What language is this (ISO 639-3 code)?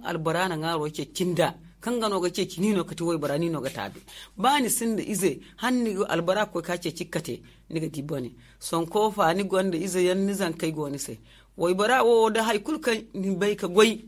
dje